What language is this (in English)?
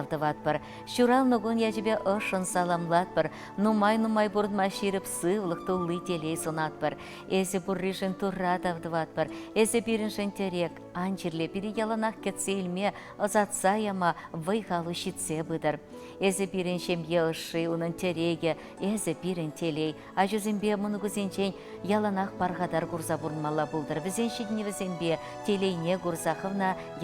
Chuvash